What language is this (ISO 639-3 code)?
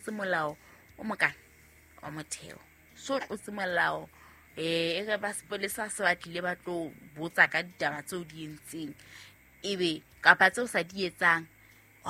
sot